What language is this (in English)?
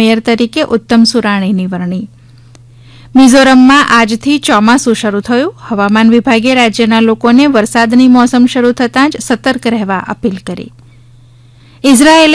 Gujarati